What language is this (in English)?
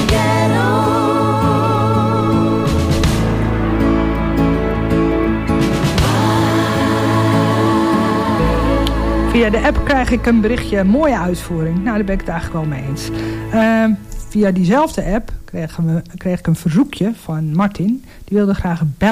Dutch